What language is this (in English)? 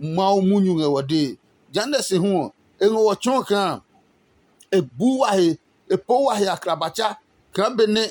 Adangme